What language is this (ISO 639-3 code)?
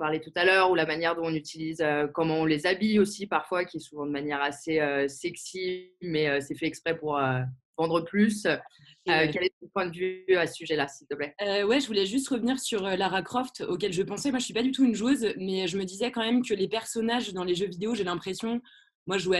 fra